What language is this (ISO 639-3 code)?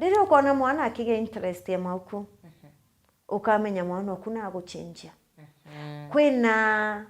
mer